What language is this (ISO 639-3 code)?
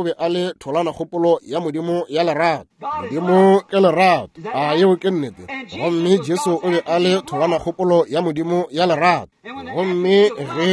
nso